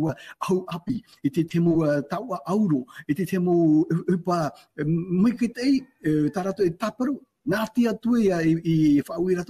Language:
Tahitian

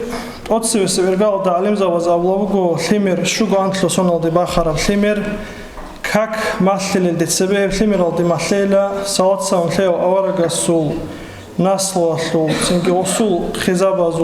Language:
Avaric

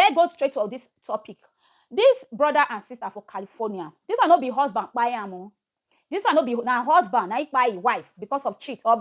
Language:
Nigerian Pidgin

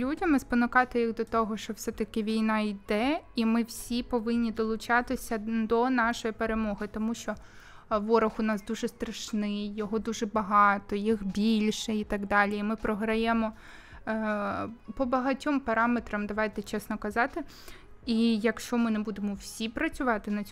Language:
Ukrainian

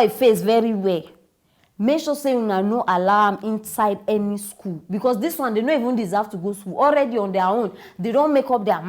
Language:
Nigerian Pidgin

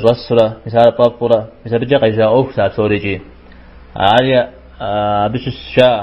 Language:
Kabardian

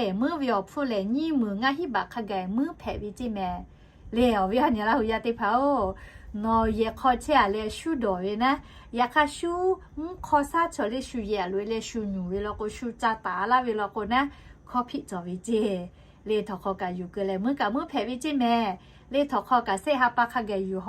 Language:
Lahu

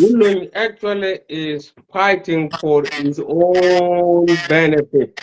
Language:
Nuer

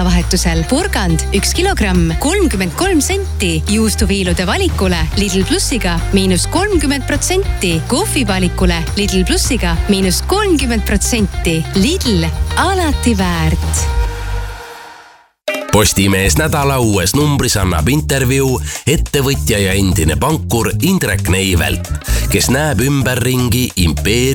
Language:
Estonian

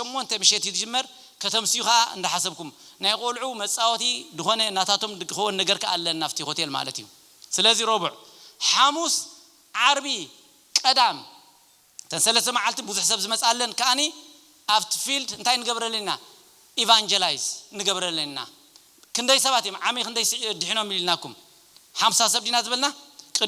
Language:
Tigrinya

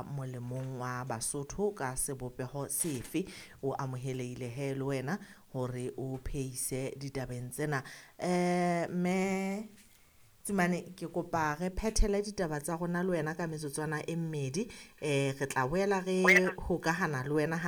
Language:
Southern Sotho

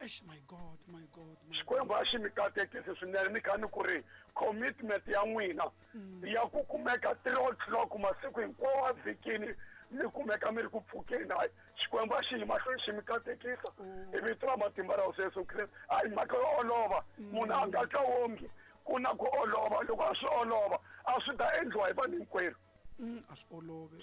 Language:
Tsonga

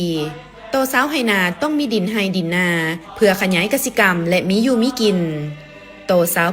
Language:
Lao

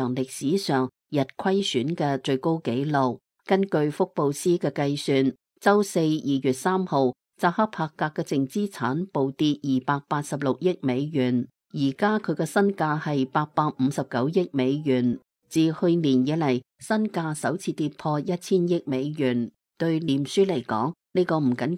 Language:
Cantonese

